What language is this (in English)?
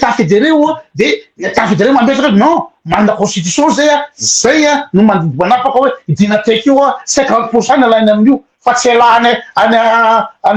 Malagasy